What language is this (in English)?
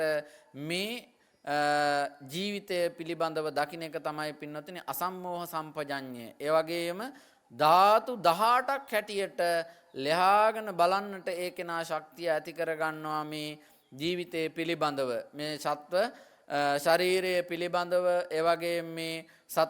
Sinhala